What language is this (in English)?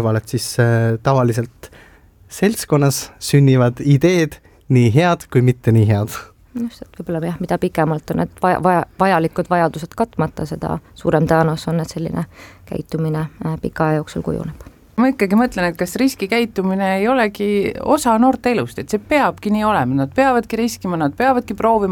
Estonian